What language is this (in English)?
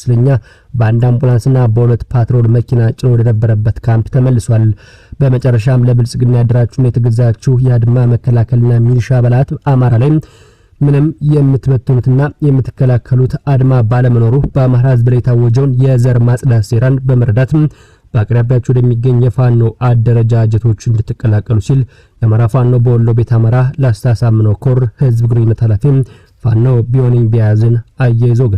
Amharic